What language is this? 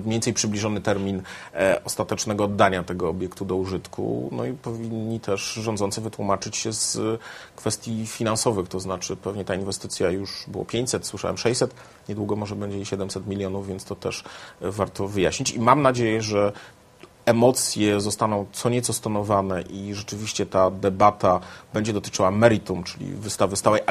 Polish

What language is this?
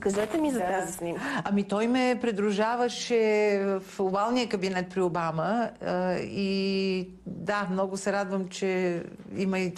Bulgarian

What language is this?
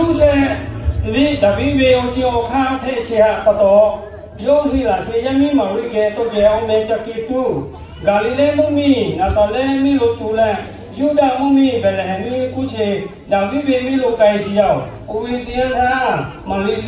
Lahu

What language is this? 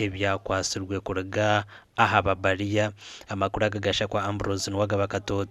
Nyankole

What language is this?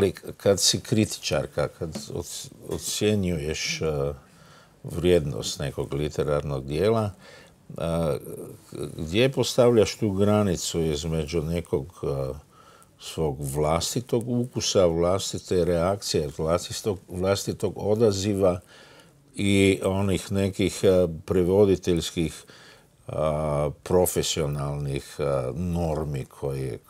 Croatian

